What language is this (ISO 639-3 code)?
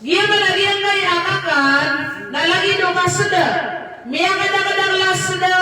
mrw